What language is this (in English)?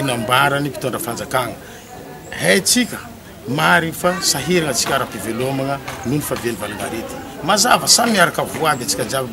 Malagasy